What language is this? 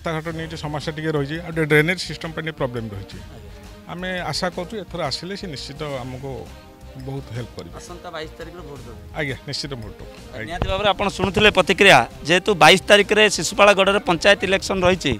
Odia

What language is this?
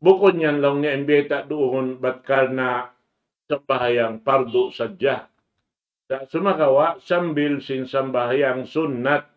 Tausug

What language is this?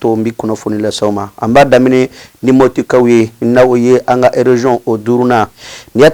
Bambara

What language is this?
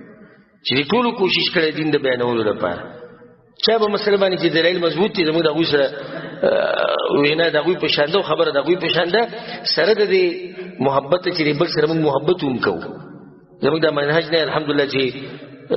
Pashto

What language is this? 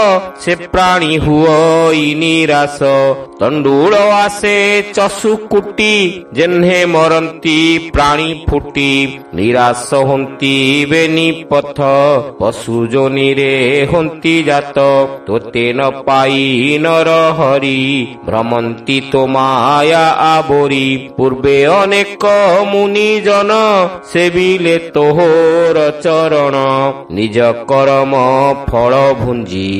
Odia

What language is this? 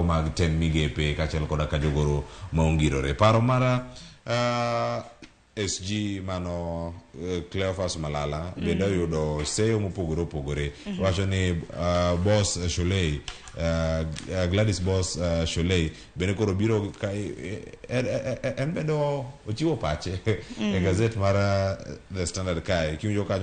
Luo (Kenya and Tanzania)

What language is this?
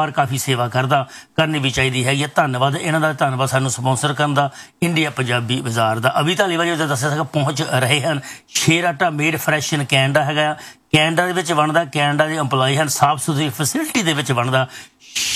Punjabi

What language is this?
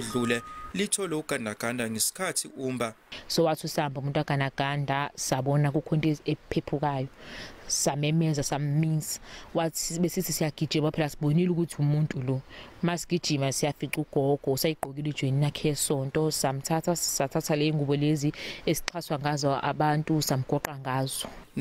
Zulu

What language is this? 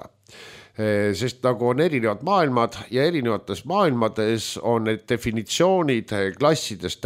Estonian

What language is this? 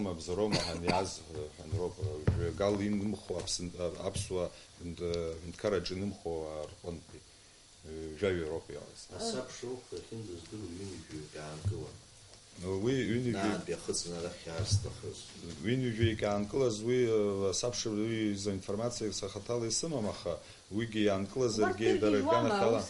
Abkhazian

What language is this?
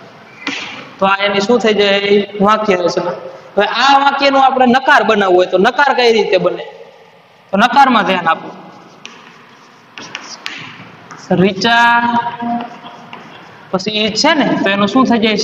Gujarati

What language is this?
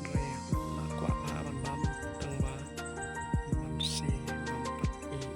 Khasi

